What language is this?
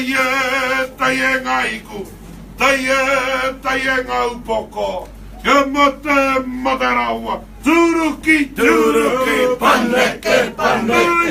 Māori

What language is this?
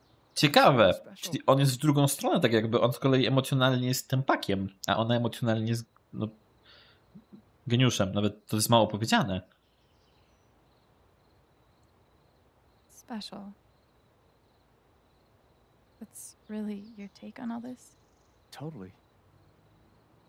Polish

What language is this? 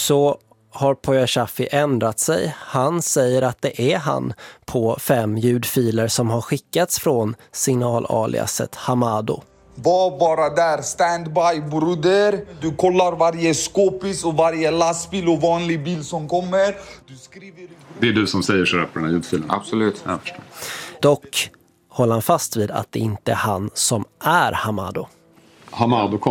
Swedish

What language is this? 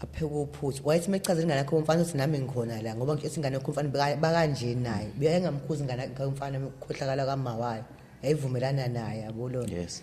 Zulu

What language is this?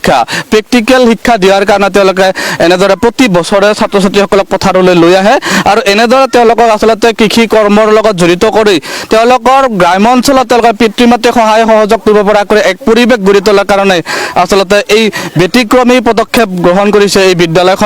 Assamese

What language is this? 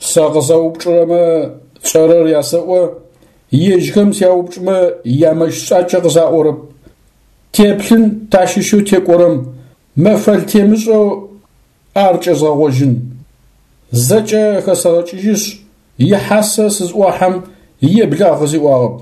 Adyghe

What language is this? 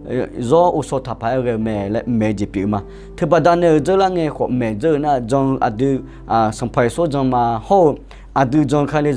Akha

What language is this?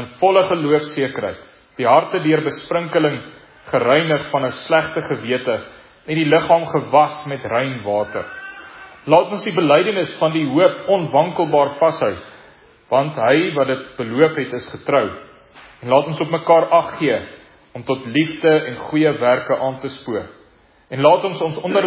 Afrikaans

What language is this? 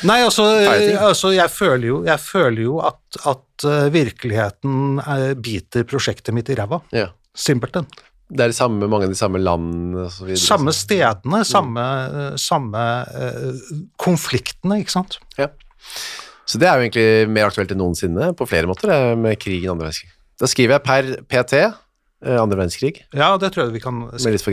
Norwegian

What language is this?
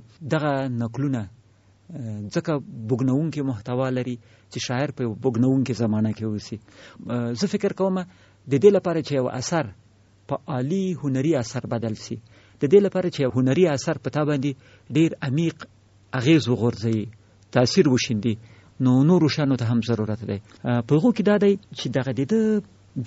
Pashto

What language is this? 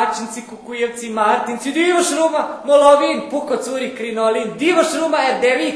Rusyn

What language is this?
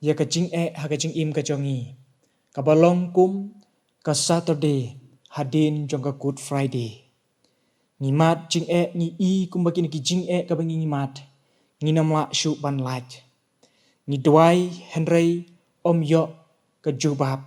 Khasi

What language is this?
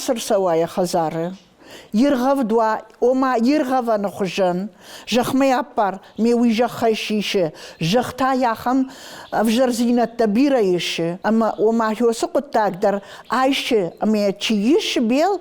Ossetic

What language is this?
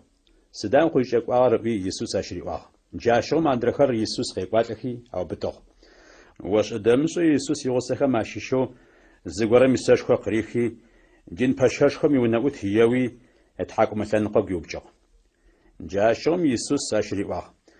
Adyghe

